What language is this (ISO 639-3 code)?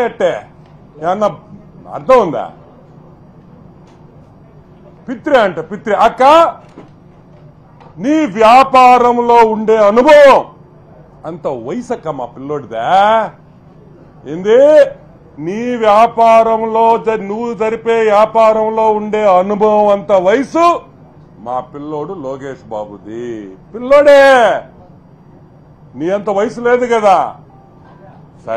tel